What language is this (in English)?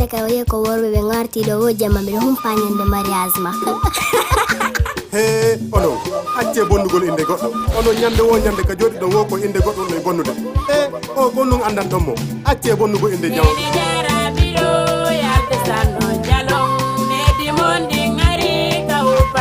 Fula